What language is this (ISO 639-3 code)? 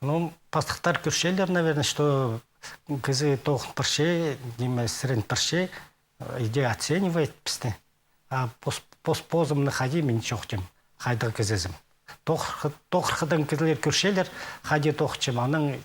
kjh